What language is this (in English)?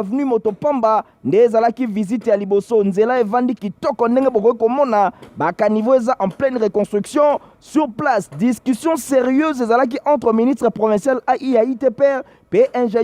Lingala